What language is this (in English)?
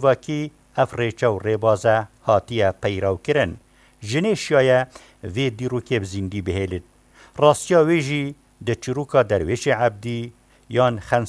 Kurdish